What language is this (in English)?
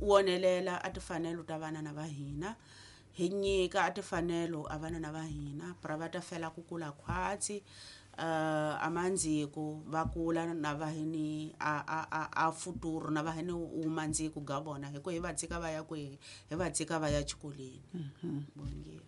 Tsonga